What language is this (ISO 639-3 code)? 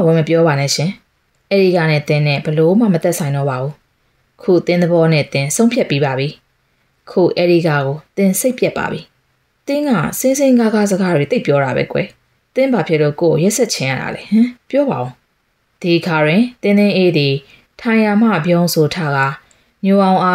mya